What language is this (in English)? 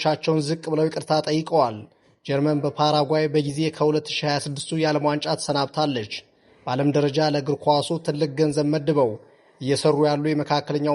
Amharic